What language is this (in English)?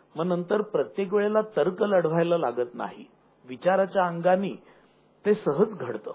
Marathi